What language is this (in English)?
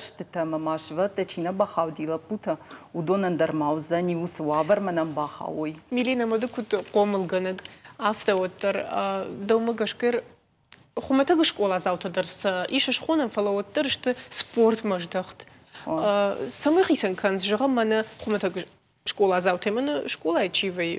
Ossetic